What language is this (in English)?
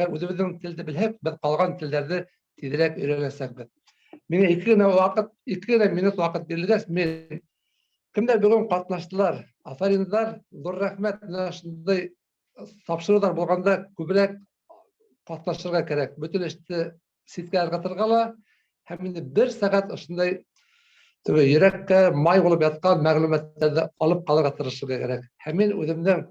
Bashkir